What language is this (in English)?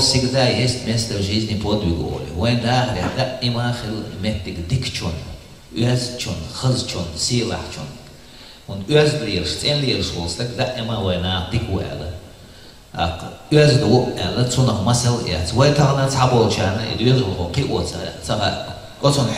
Chechen